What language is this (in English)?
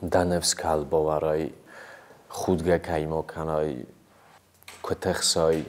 Ossetic